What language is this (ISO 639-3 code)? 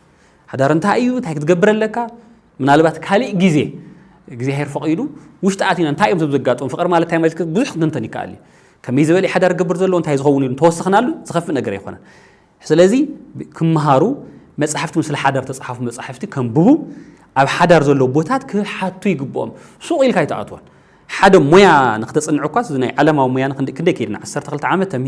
tir